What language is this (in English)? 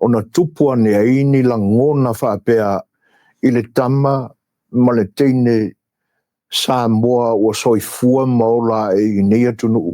Samoan